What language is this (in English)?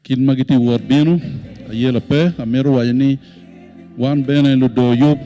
Acoli